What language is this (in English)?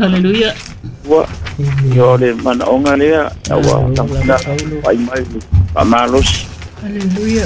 Samoan